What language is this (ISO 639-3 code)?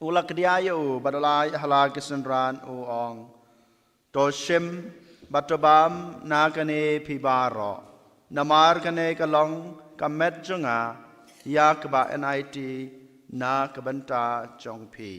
kha